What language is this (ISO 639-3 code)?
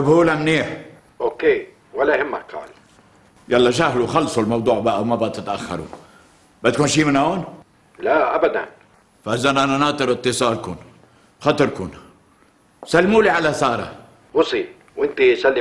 apc